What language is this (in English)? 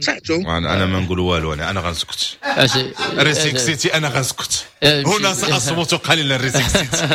Moroccan Arabic